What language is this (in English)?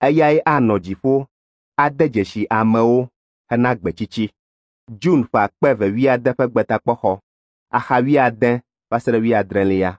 Ewe